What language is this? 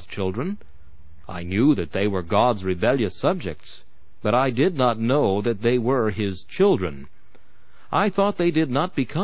English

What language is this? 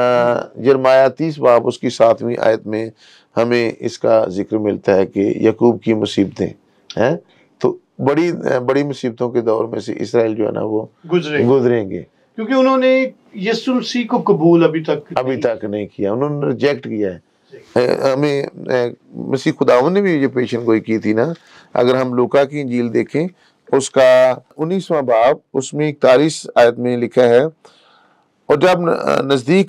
Urdu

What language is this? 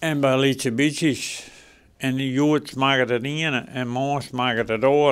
Western Frisian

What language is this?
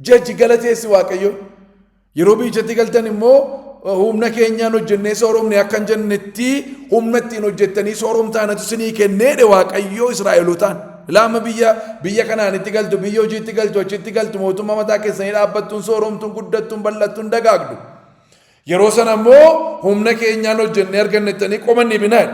Oromo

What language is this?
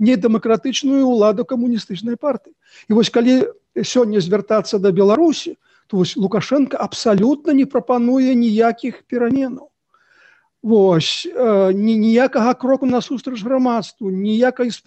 Belarusian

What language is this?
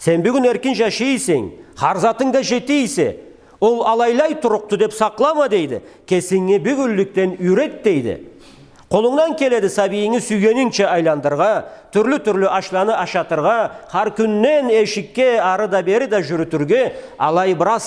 Karachay-Balkar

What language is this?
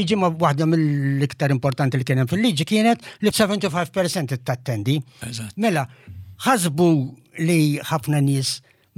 Maltese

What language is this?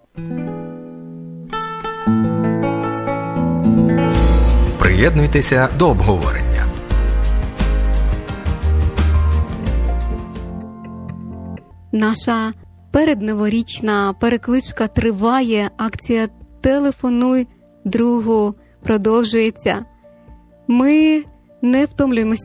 Ukrainian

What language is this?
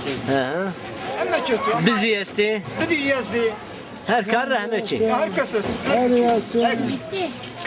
Zaza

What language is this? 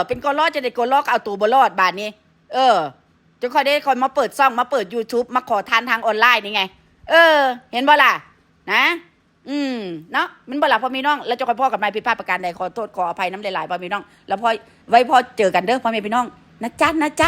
Northeastern Thai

